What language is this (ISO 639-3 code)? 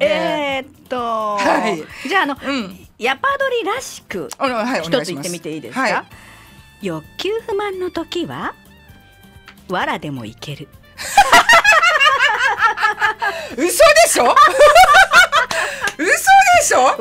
jpn